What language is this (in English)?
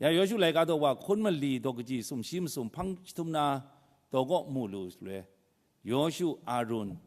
Kachin